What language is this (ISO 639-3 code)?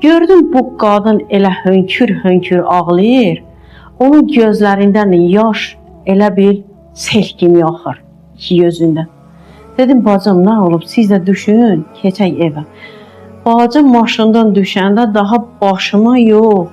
aze